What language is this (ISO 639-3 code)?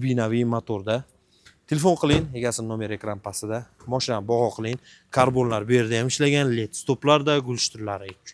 uzb